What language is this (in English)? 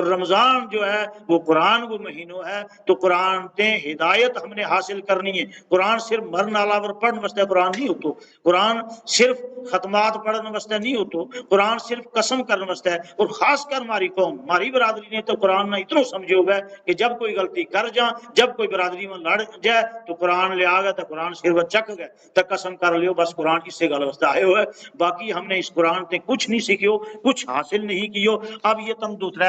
Gujari